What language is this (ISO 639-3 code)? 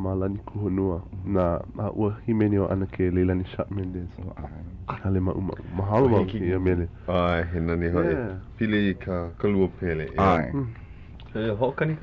haw